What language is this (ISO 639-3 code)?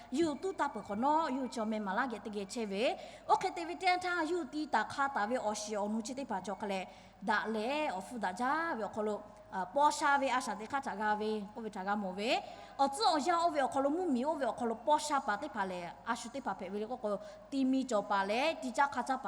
lhu